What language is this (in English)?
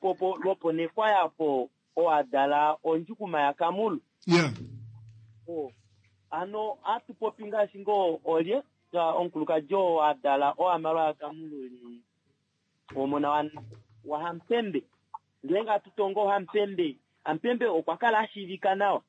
Kuanyama